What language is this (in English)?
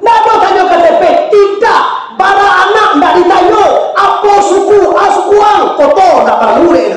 Minangkabau